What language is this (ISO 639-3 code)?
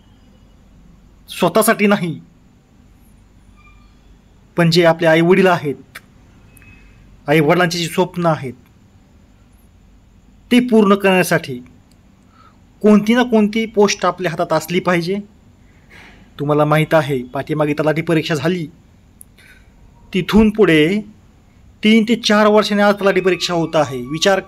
mar